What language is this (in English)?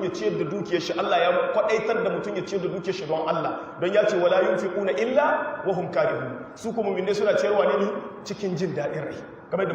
Hausa